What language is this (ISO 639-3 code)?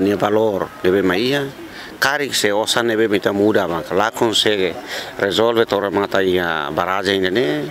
tet